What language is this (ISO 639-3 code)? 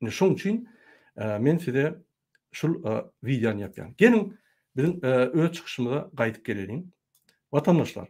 tuk